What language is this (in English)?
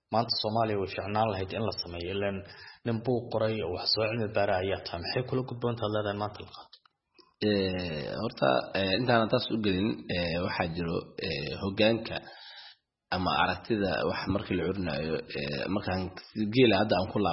Somali